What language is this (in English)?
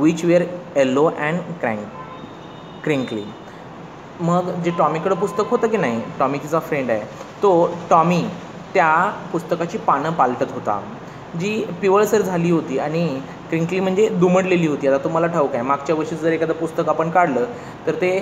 Marathi